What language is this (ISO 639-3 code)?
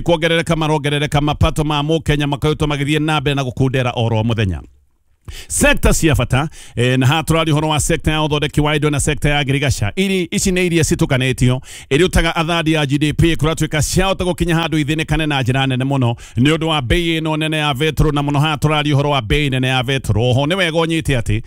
kik